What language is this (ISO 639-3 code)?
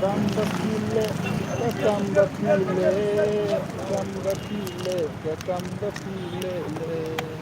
kha